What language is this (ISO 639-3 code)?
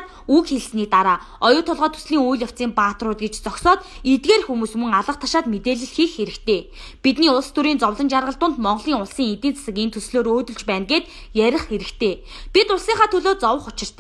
mon